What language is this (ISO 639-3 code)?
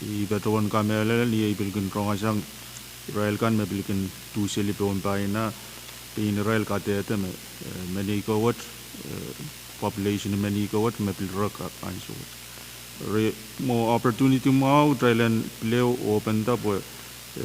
pon